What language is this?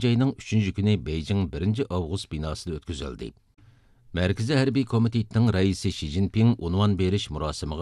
Uyghur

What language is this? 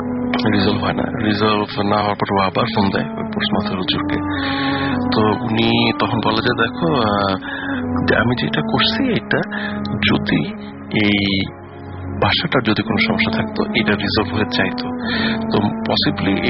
Bangla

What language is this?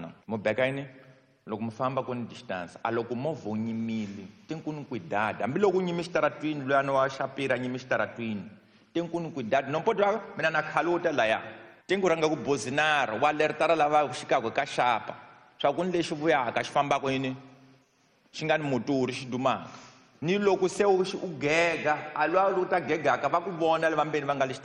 Tsonga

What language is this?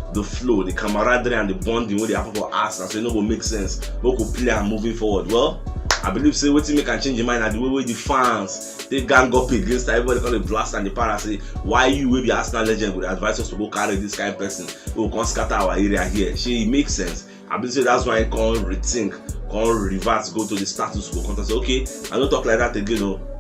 Nigerian Pidgin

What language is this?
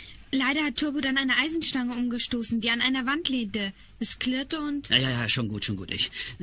German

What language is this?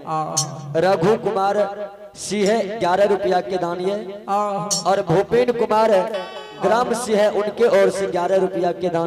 Maithili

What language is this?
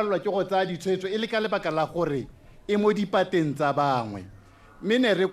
Tswana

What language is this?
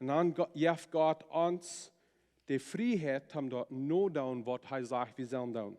Plautdietsch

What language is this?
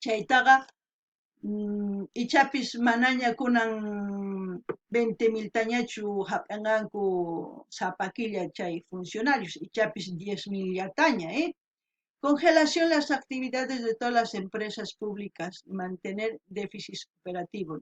South Bolivian Quechua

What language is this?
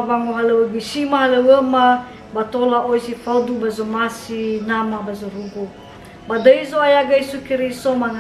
Nias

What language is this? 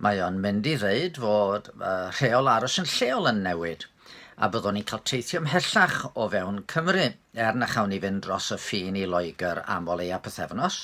Welsh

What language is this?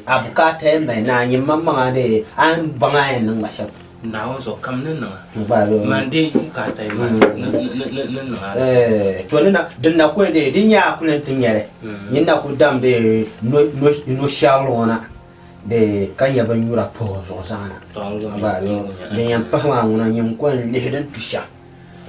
Dagbani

